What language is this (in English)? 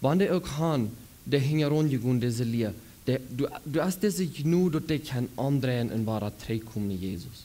Plautdietsch